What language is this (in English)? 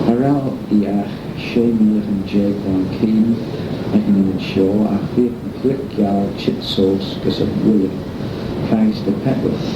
Manx